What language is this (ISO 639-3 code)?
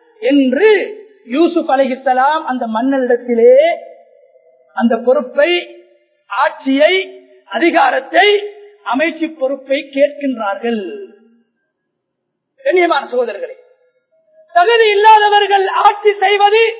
tam